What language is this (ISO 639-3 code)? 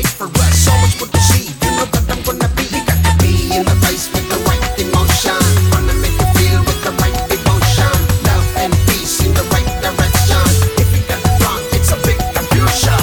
kan